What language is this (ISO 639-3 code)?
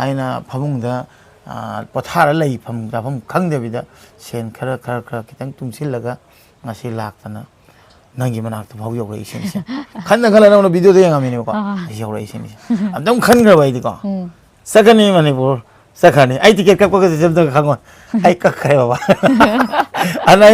mni